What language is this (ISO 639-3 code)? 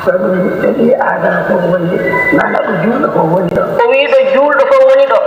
ful